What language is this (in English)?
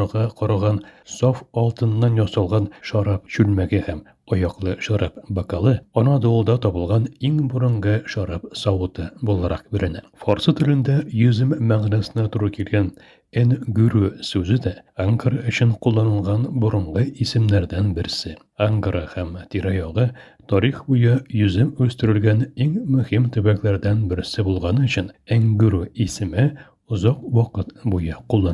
Tatar